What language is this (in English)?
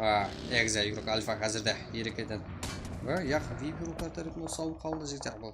Kara-Kalpak